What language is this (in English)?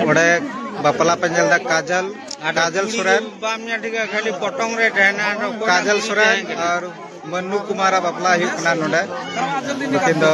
Santali